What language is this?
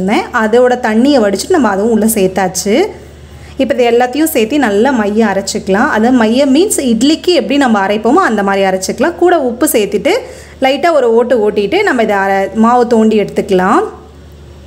Tamil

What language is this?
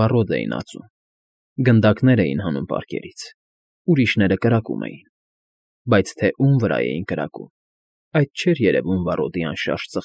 Armenian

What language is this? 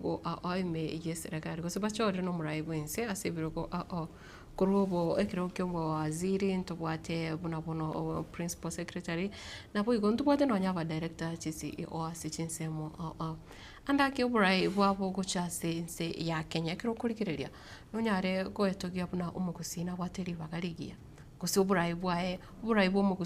Gusii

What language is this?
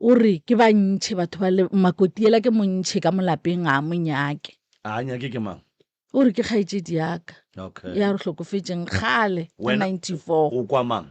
Northern Sotho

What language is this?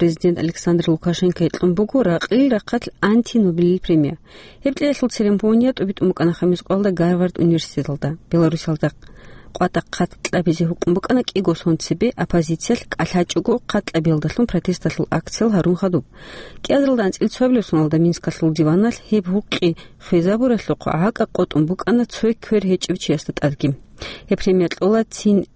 Avaric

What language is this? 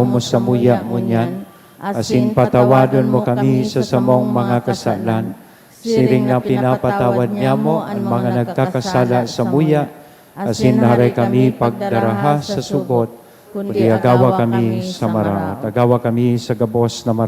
Bikol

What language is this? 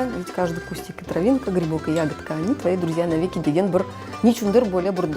Crimean Tatar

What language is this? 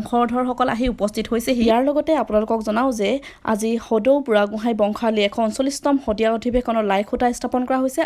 Assamese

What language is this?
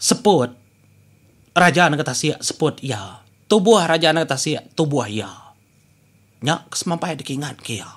Iban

